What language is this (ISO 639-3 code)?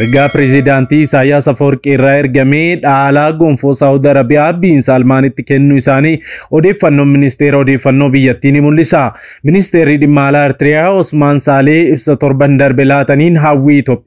orm